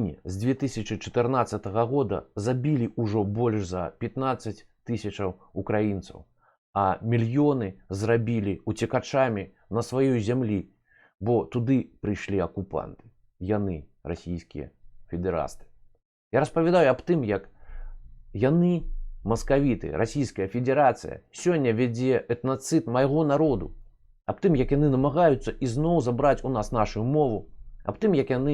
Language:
Belarusian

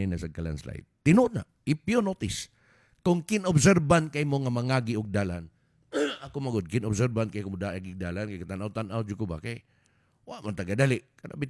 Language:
Cebuano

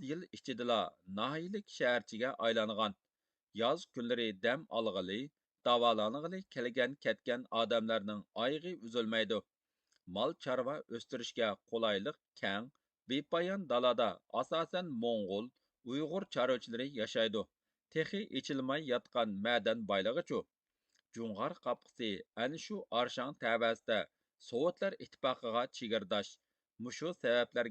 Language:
Uyghur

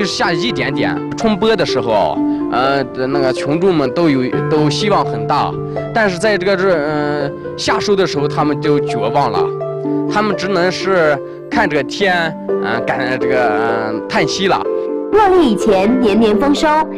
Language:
Chinese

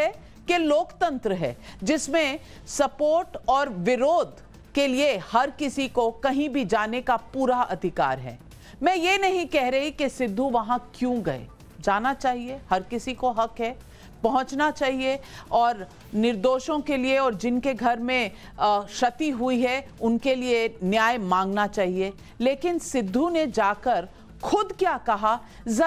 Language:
Hindi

